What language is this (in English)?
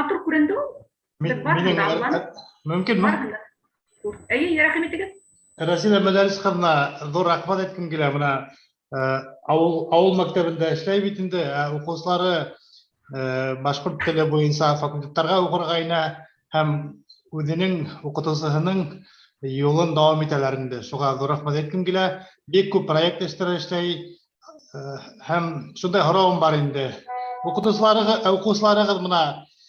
Bashkir